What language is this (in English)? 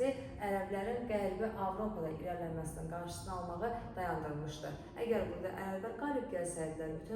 Azerbaijani